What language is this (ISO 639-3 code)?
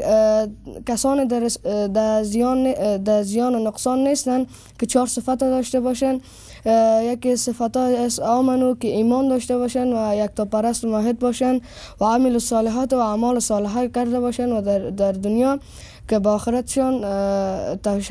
fas